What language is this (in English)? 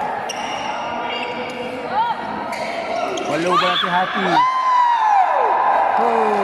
Malay